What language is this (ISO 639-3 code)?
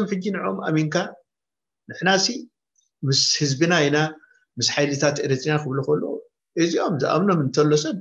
tir